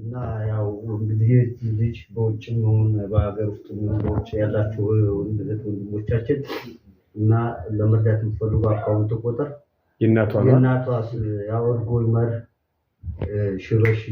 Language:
Amharic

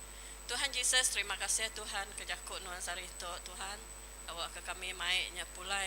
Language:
Iban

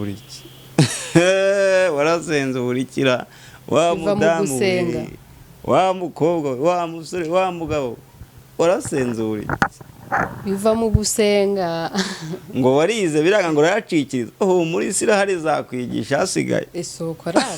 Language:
Kinyarwanda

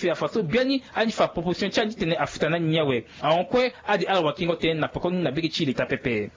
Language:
Sango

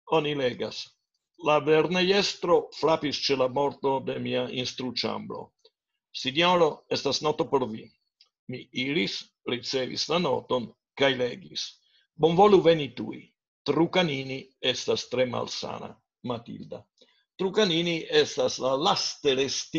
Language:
Esperanto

